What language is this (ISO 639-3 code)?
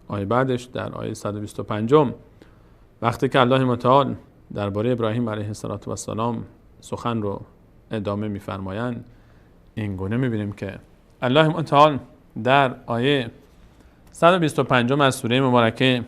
fas